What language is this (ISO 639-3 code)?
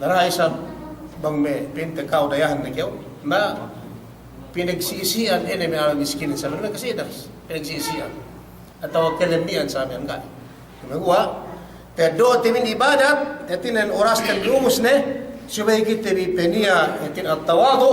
yka